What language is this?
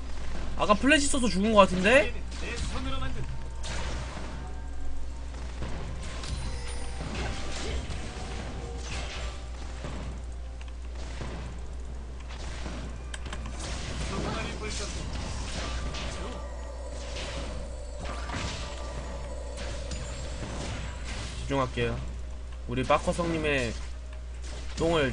Korean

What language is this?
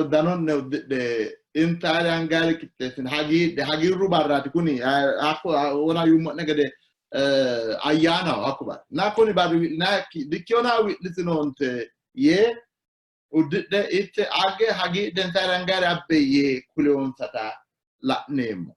Sidamo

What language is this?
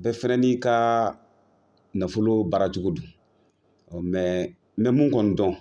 Bambara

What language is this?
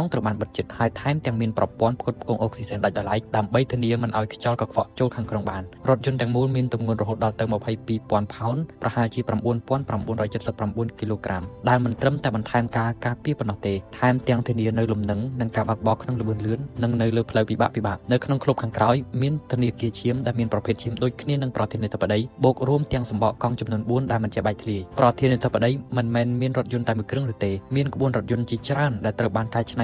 Khmer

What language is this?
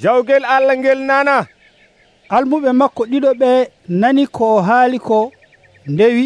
Nigerian Fulfulde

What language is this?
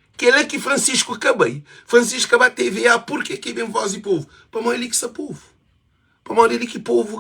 Kabuverdianu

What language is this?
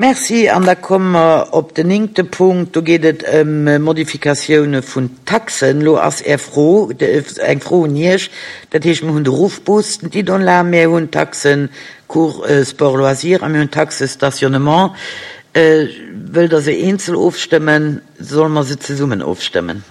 Luxembourgish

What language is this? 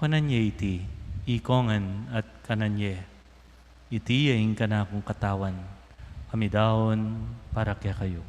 Pampanga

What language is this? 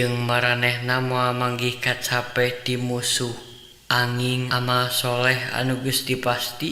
Sundanese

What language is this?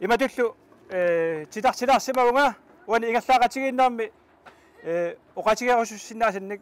Kalaallisut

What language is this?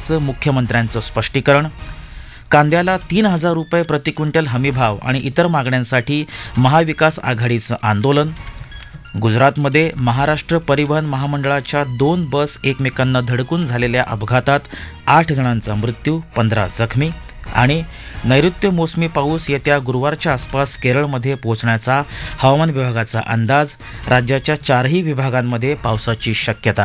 Marathi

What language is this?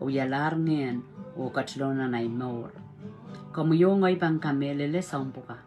Pohnpeian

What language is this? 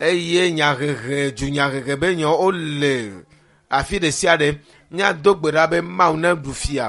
Ewe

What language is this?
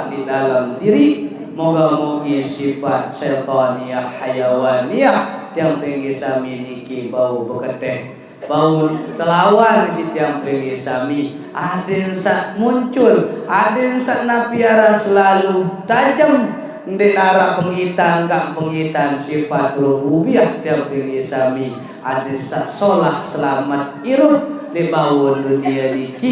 Sasak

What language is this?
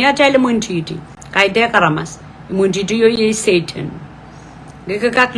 Pohnpeian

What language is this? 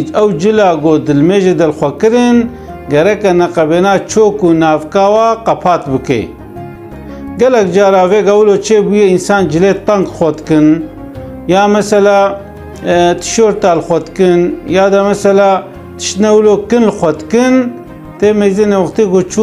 Kurdish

